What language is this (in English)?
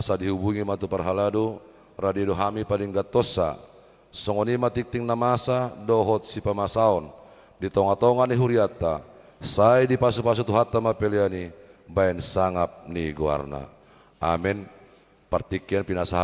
Batak Toba